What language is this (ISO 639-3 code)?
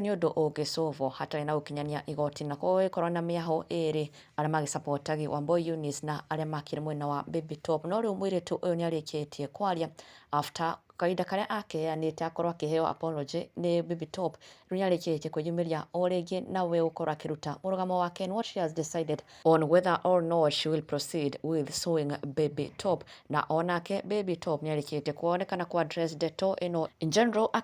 kik